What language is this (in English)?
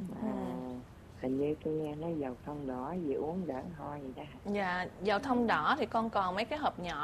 Vietnamese